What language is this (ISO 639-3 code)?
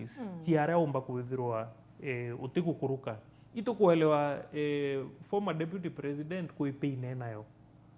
mer